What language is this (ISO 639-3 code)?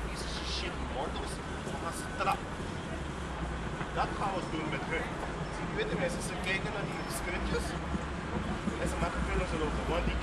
nld